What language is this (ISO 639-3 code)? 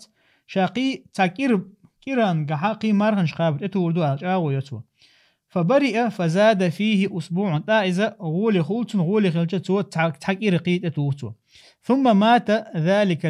che